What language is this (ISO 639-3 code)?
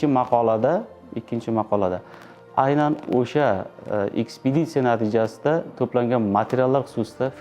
uzb